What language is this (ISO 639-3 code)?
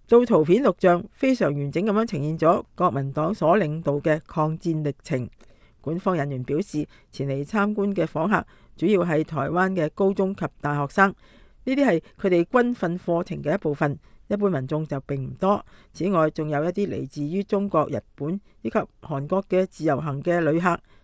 yue